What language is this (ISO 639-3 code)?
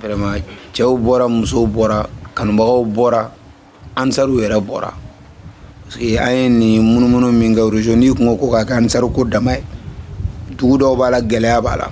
bam